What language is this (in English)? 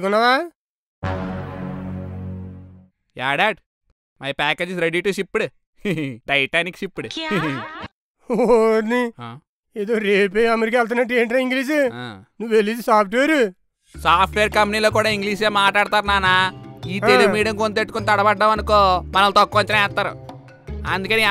Telugu